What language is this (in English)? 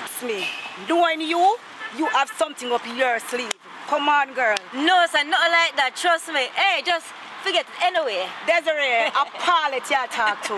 Jamaican Creole English